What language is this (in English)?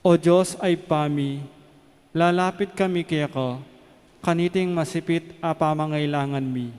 Pampanga